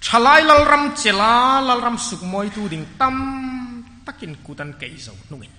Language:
Hmar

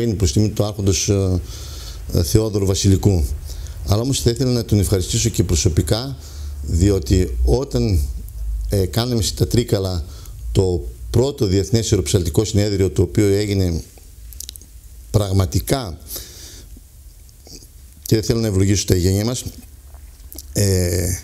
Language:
Greek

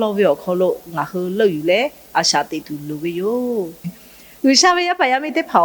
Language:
Lahu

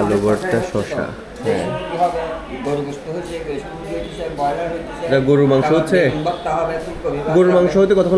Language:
Bangla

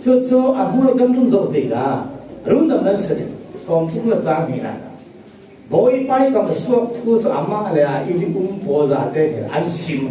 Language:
Falam Chin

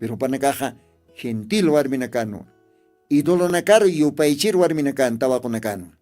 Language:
Aymara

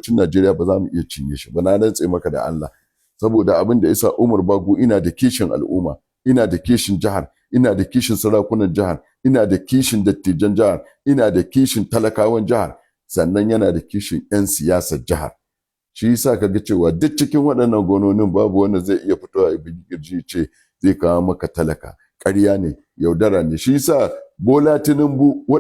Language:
Hausa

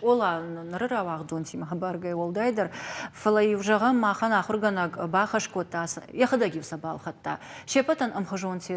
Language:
Ossetic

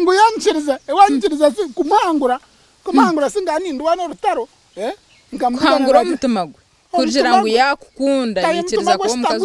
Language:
Nyankole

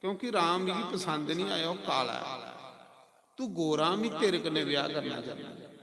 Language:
Dogri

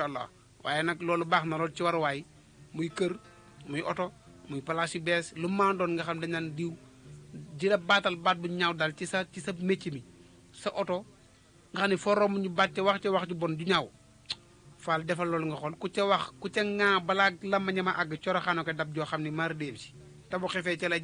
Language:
Wolof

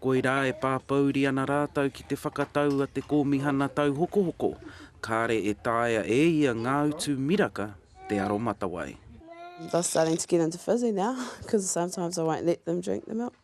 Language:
Māori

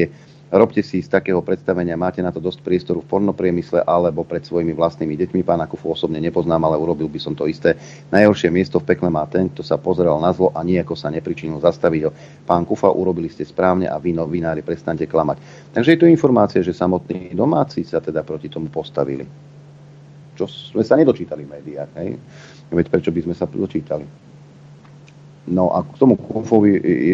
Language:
Slovak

